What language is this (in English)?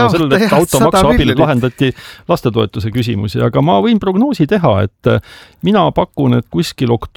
Estonian